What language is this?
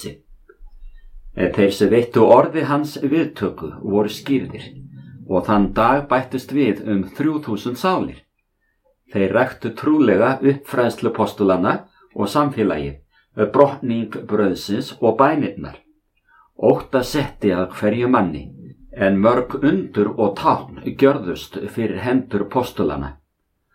Icelandic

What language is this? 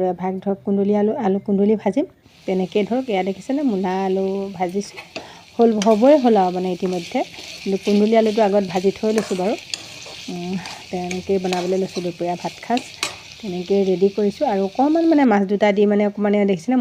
Assamese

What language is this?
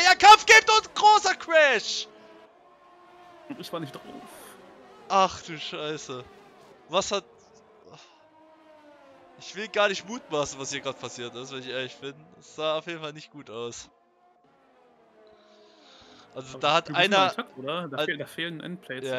German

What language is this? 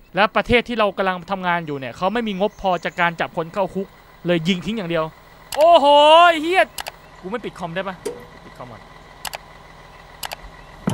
Thai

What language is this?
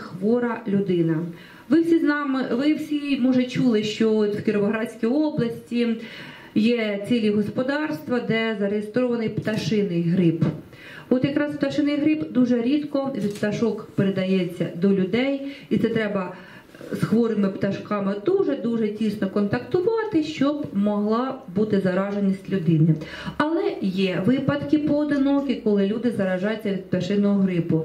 Ukrainian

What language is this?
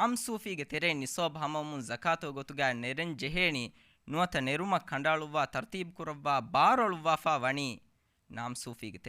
Divehi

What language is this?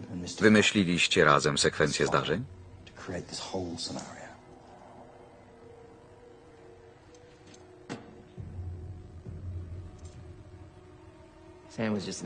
Polish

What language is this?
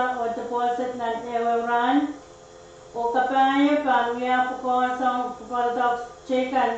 Pohnpeian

